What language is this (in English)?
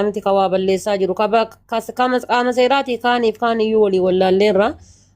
Oromo